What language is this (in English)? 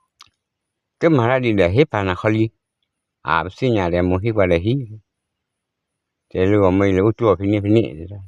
S'gaw Karen